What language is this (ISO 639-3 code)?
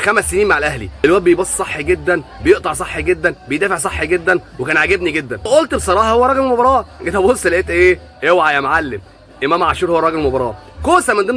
arz